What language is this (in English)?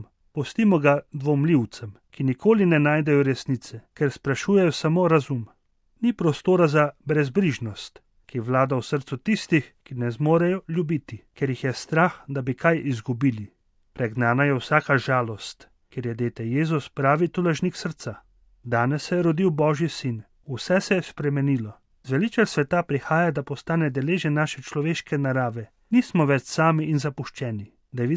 Slovenian